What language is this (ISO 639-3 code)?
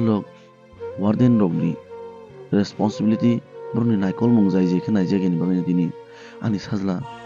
trp